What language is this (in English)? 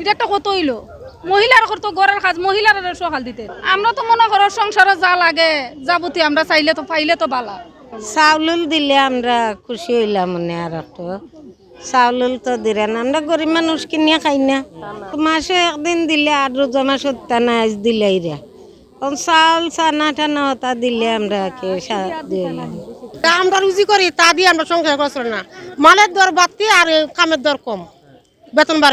Sylheti